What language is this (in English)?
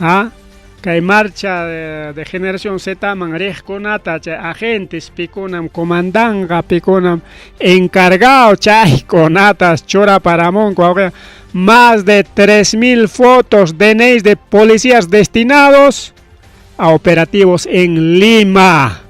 Ayacucho Quechua